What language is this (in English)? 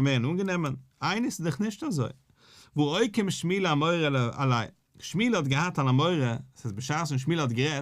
Yiddish